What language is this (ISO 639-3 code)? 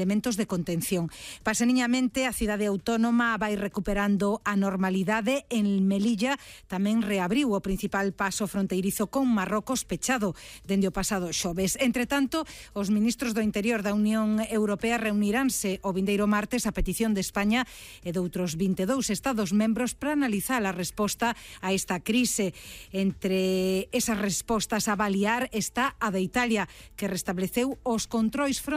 glg